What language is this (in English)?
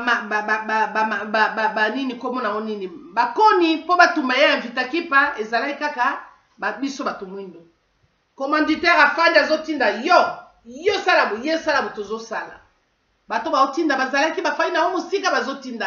Lingala